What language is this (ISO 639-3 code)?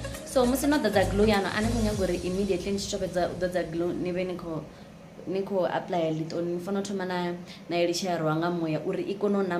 ven